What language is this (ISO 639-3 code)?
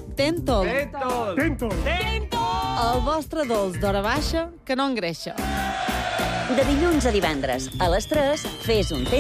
cat